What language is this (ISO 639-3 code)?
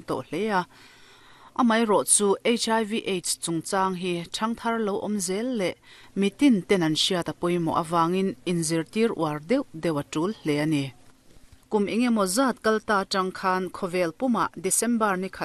lus